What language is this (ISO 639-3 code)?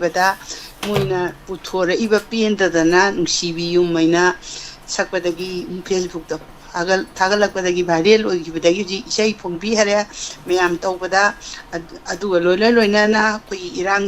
mni